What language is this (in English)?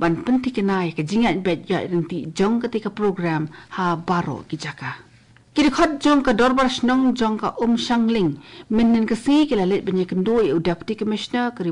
Khasi